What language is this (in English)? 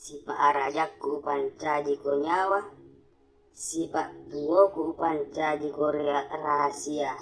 Buginese